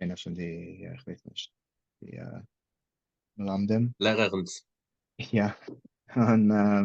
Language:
Yiddish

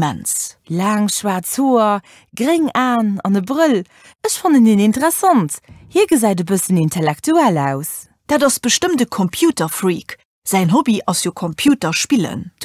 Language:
Luxembourgish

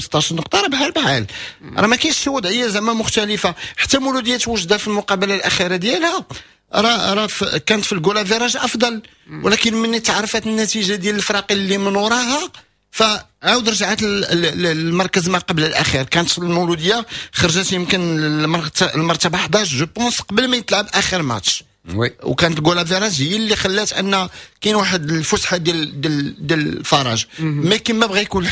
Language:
Moroccan Arabic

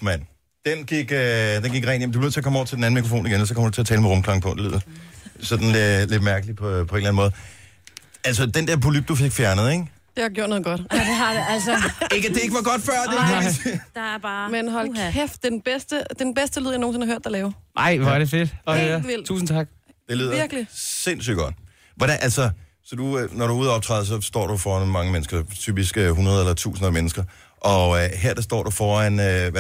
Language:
Danish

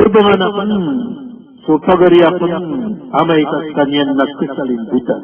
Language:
Maranao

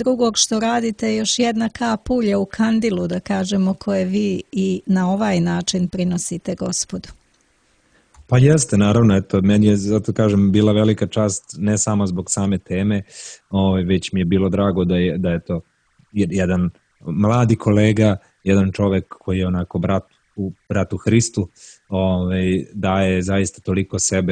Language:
Serbian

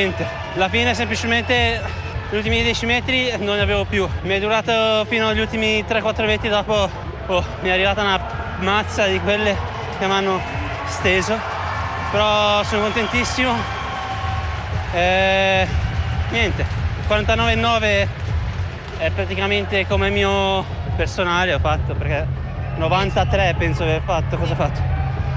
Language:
Italian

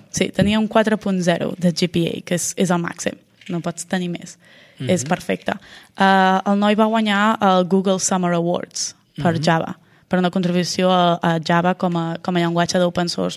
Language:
Catalan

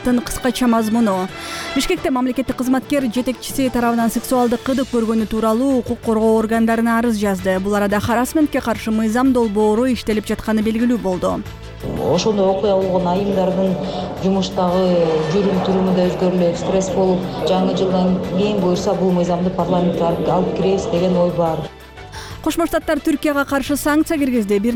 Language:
Kyrgyz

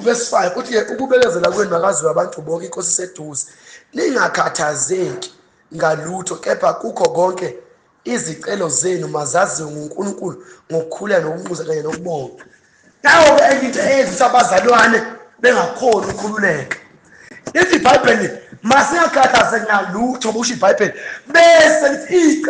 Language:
Zulu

